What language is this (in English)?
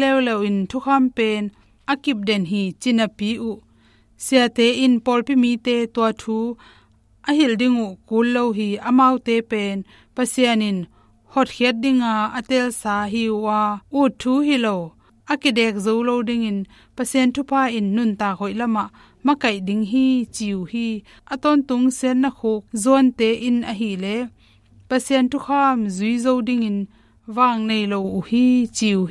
Tedim Chin